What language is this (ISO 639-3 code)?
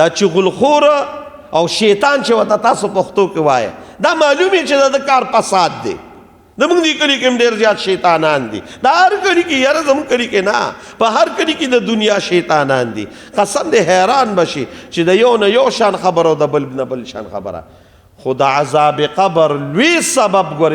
pus